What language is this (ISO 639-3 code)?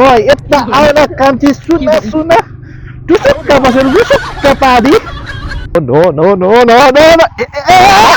nep